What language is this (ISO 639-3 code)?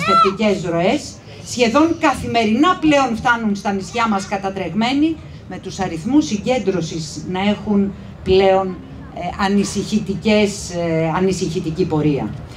ell